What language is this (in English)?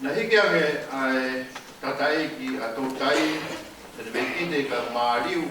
Tongan